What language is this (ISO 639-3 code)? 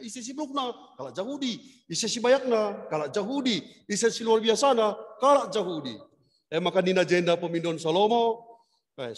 btx